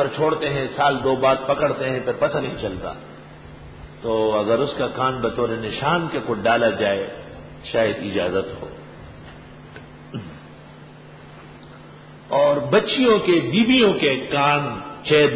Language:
Urdu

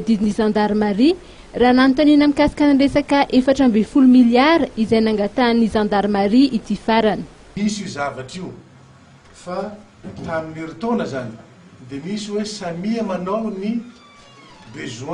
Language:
Malagasy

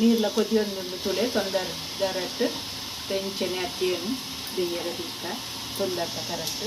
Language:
Tulu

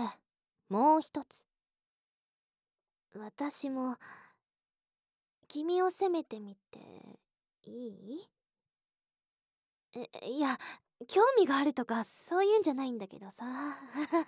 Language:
Japanese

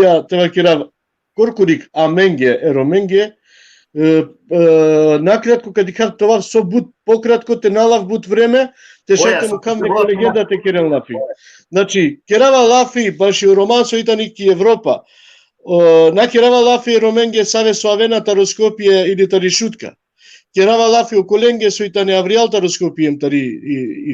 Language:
Balkan Romani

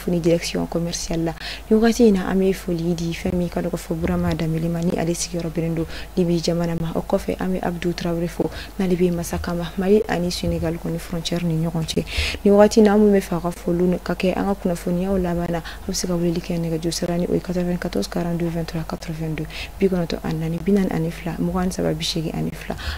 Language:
Bambara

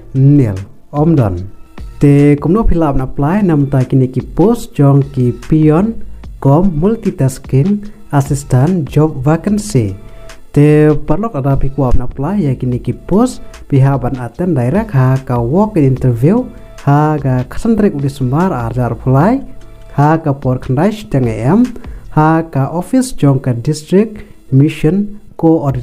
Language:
Khasi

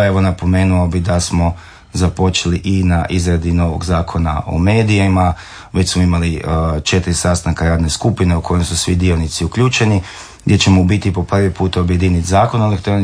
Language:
Croatian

